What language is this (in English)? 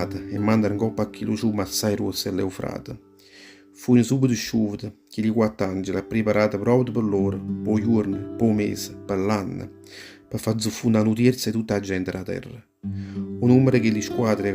Neapolitan